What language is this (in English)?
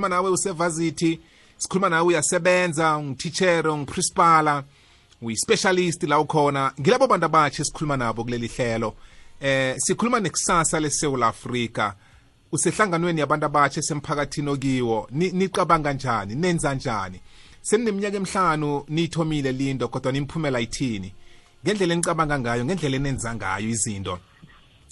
South Ndebele